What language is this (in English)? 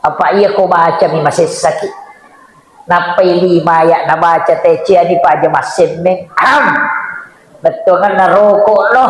Buginese